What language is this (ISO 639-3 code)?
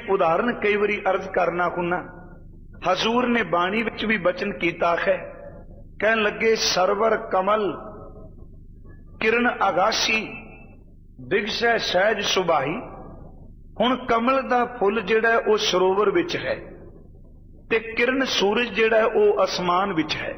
pan